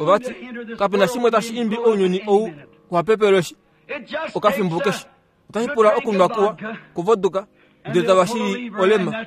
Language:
Kuanyama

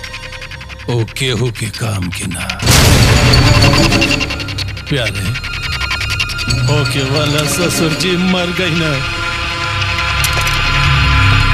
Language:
Bhojpuri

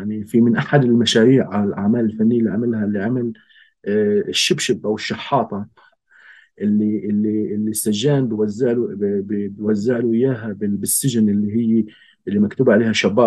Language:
North Levantine Arabic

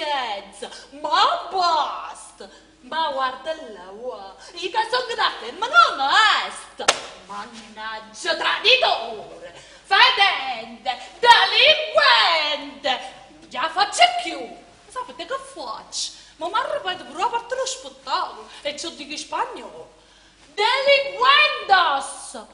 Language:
Neapolitan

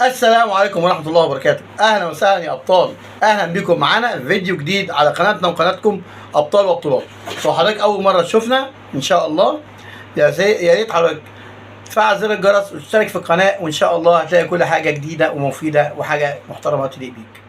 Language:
Egyptian Arabic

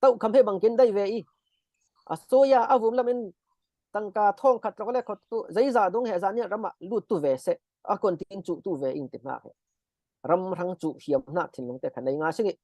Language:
Falam Chin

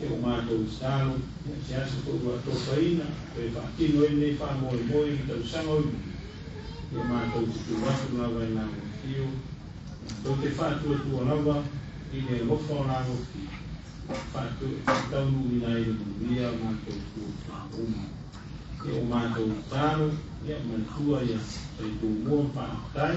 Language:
Samoan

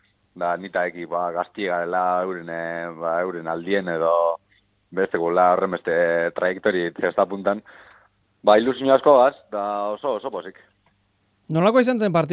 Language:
Basque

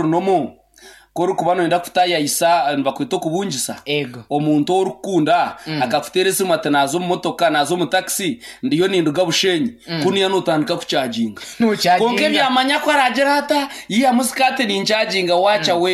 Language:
Nyankole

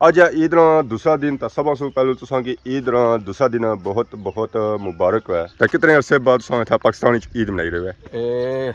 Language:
Pahari-Potwari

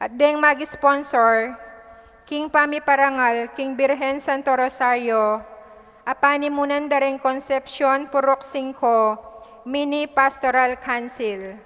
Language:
Pampanga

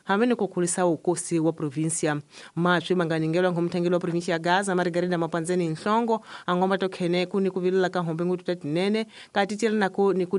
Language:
Tsonga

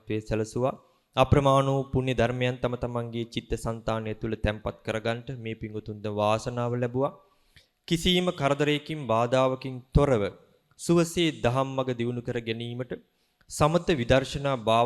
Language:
Sinhala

